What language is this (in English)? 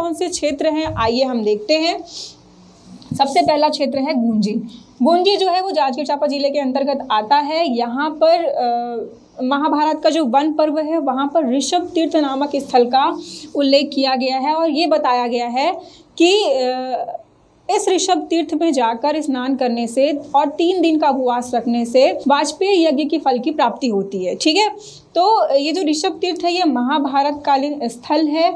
Hindi